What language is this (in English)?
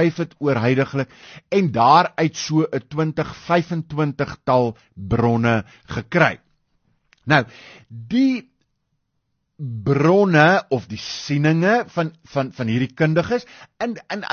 Afrikaans